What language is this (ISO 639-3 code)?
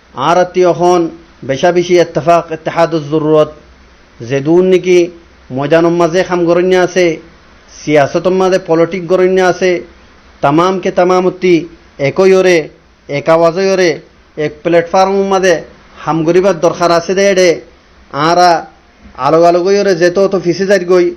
rhg